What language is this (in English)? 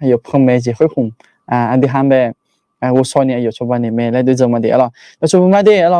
Akha